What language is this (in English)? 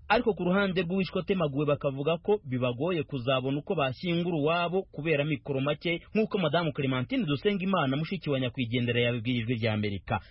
Kinyarwanda